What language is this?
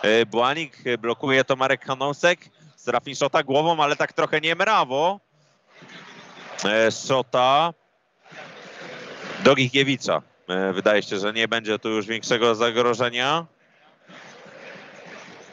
Polish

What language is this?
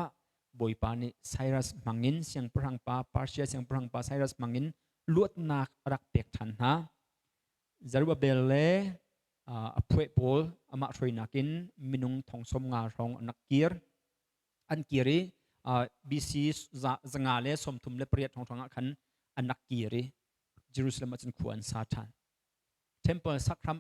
Hakha Chin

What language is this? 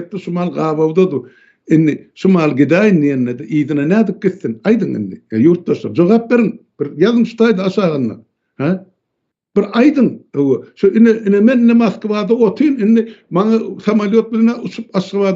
Turkmen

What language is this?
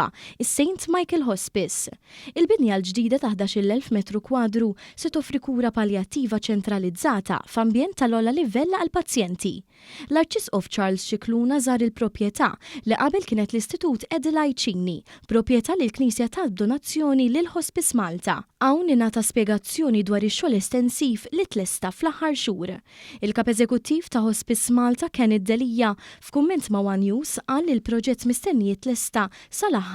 Maltese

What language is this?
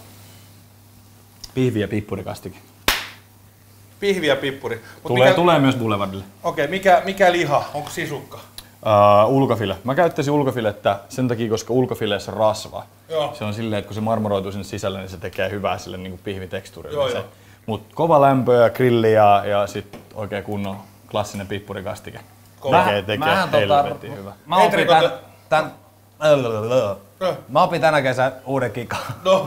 Finnish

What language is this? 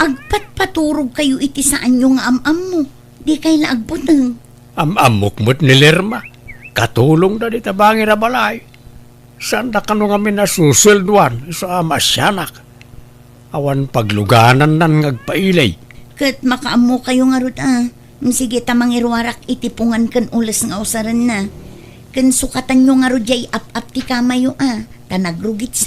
Iloko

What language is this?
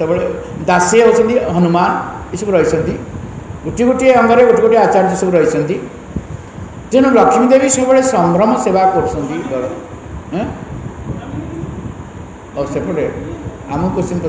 Odia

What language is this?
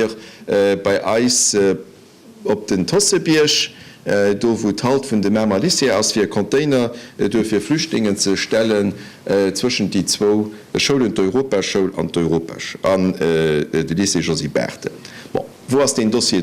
Luxembourgish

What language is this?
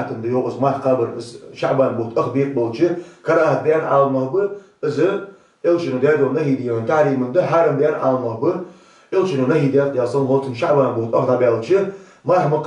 Ingush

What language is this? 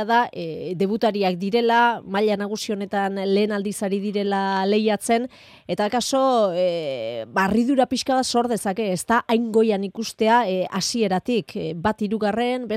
Basque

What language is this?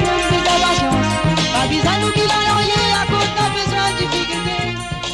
Morisyen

